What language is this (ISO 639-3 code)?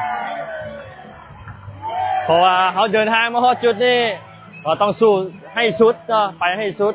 lao